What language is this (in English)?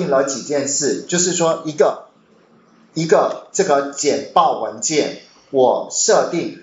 Chinese